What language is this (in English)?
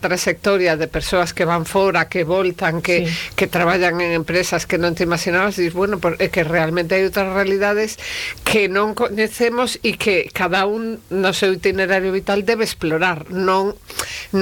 Galician